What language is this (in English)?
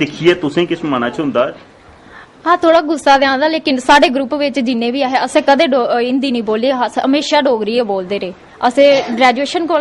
Dogri